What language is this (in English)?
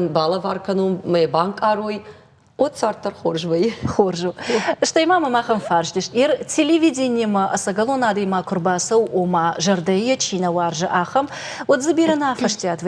Ossetic